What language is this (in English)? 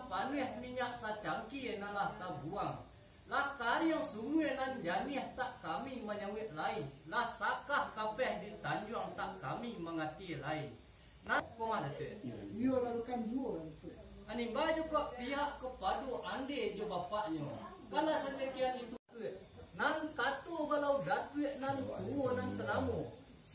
Minangkabau